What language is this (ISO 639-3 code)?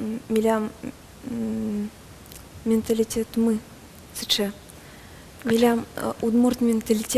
udm